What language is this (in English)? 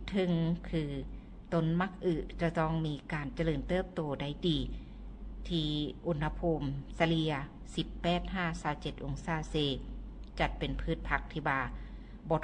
Lao